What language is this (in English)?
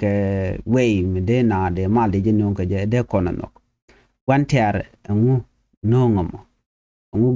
Nuer